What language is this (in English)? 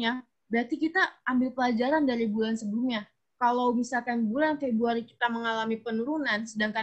Indonesian